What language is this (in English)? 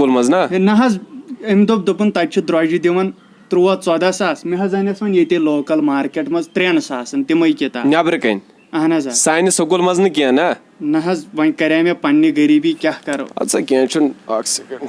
Kashmiri